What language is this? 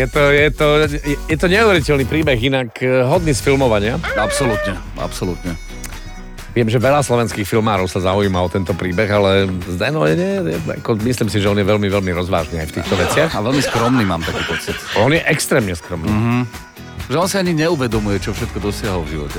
Slovak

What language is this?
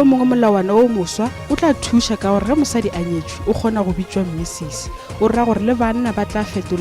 Northern Sotho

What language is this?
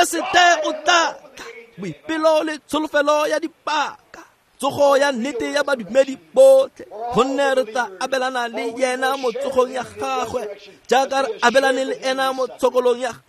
Tswana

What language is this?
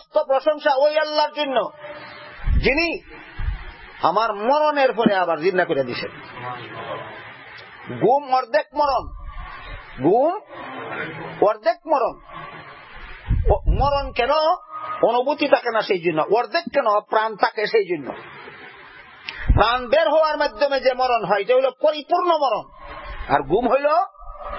Bangla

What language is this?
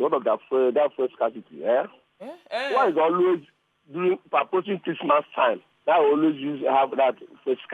Nigerian Pidgin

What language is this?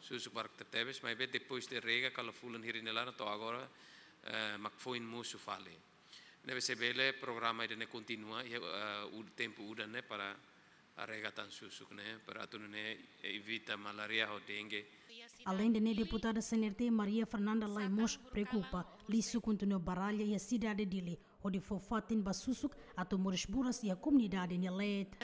Tetum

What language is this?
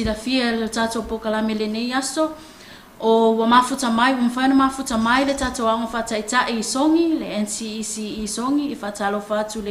Samoan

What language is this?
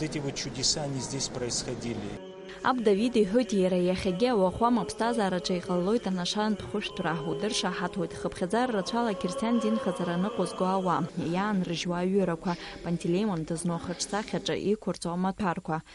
Abkhazian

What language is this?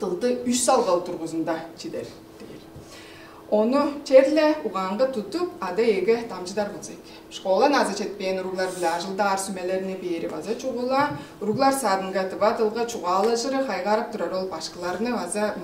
Tuvinian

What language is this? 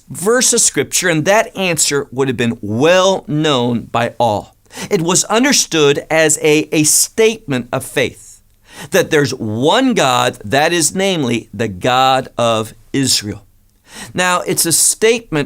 English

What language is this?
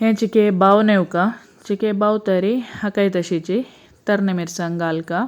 Konkani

